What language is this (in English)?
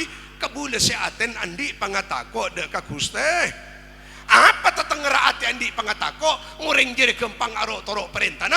Madurese